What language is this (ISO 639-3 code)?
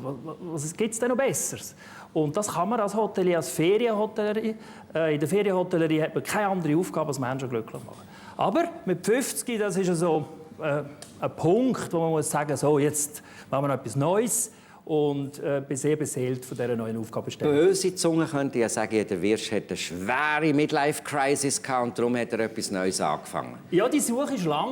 gsw